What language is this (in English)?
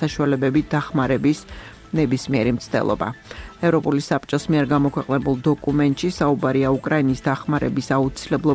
Georgian